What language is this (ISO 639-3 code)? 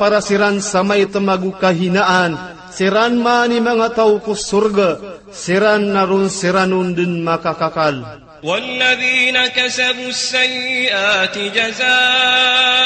mrw